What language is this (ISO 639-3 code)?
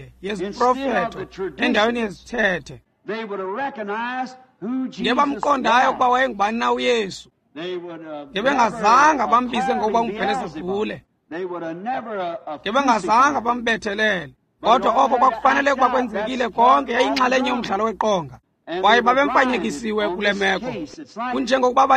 xho